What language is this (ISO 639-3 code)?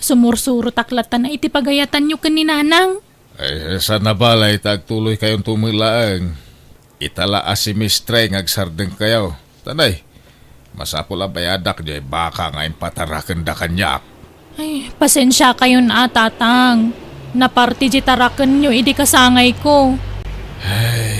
ilo